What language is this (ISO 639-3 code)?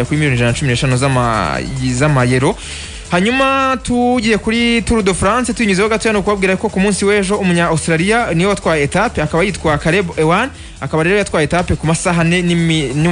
kin